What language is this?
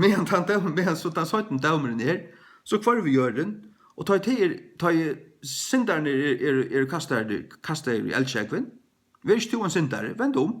Faroese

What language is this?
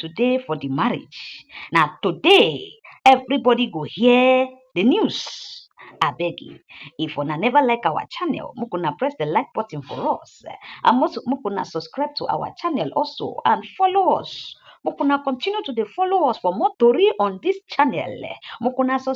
Nigerian Pidgin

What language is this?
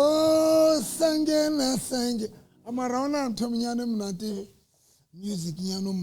Southern Sotho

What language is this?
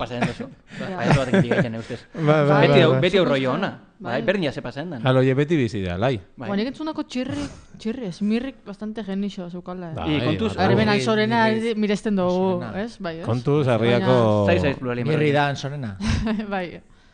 Basque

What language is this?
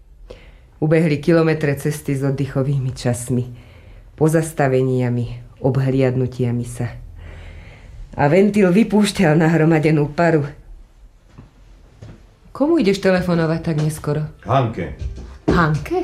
Slovak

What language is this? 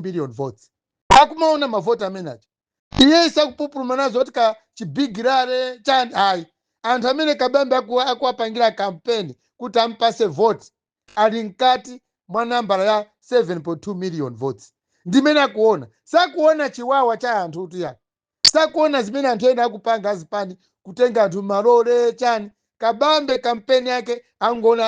Nyanja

